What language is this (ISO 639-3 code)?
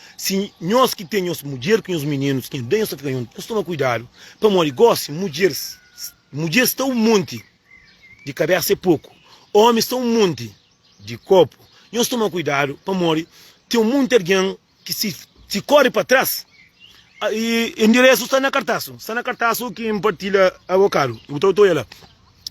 kea